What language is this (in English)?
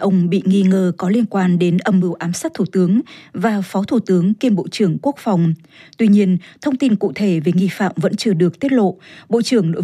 Vietnamese